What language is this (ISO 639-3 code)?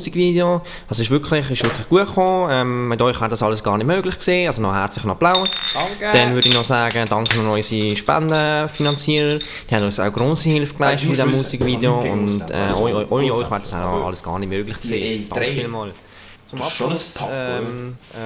gsw